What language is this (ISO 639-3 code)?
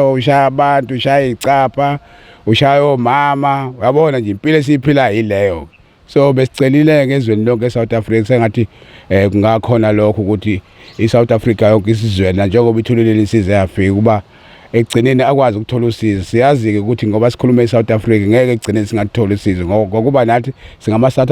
zul